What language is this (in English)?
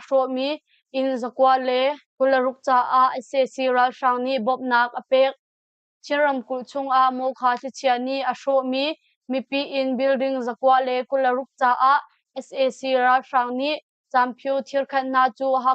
Hakha Chin